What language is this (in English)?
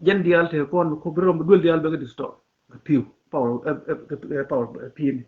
Nuer